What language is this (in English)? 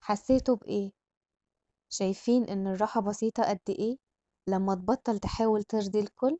Egyptian Arabic